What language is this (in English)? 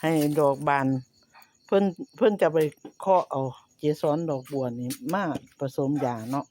Northeastern Thai